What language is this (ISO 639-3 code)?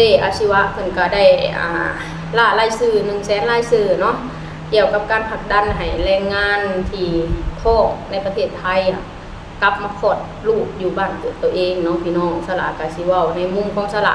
lao